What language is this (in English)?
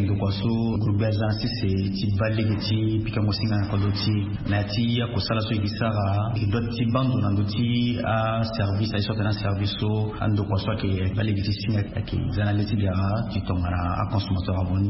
Sango